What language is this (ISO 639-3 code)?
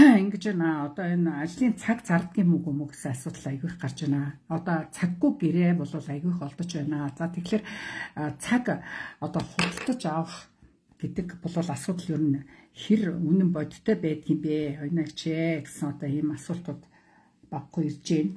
mon